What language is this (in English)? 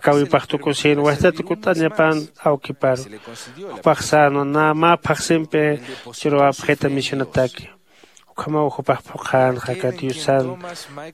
Aymara